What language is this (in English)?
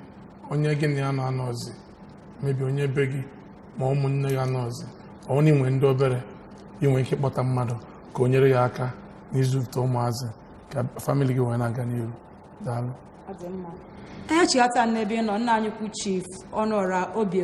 Igbo